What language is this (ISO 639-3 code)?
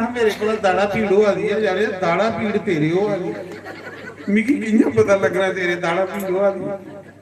doi